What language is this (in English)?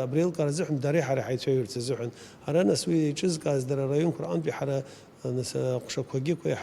Abkhazian